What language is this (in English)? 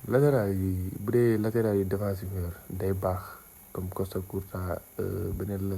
Wolof